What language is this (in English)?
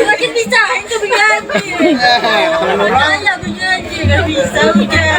Banjar